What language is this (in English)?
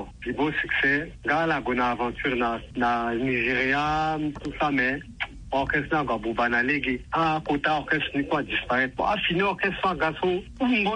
Sango